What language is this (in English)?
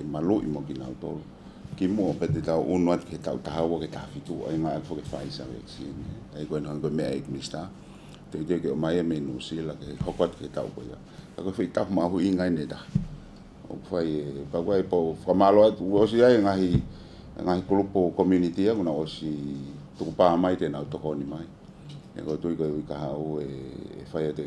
Tongan